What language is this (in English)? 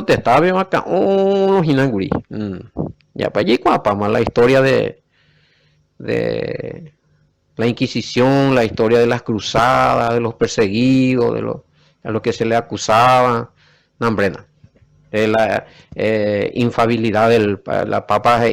Guarani